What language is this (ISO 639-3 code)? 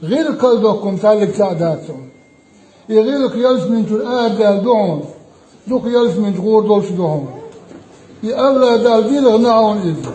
che